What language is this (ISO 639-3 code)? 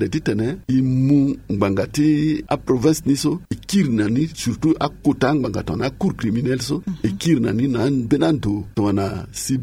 sag